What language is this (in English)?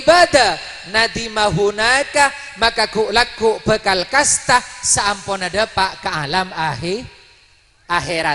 Madurese